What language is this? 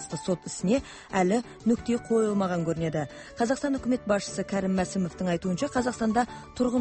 Kazakh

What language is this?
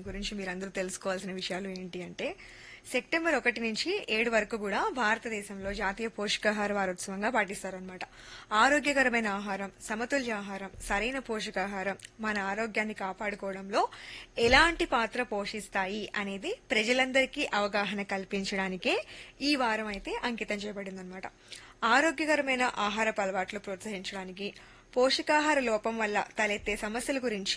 Telugu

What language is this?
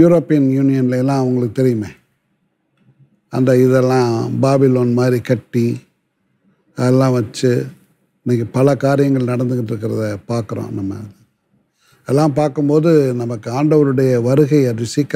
Tamil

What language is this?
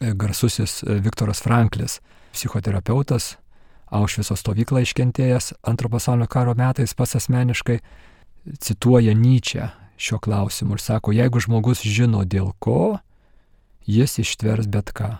Lithuanian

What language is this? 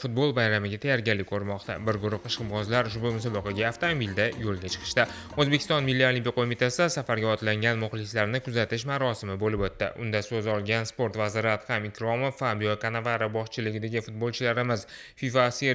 Uzbek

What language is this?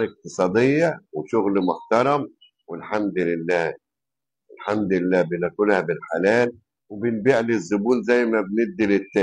Egyptian Arabic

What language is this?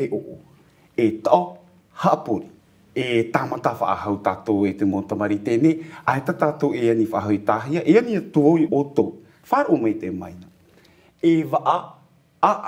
Tahitian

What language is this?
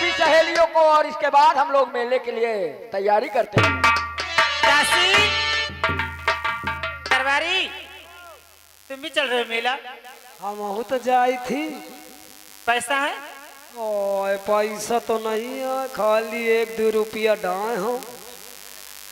Hindi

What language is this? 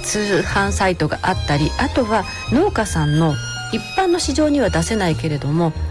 Japanese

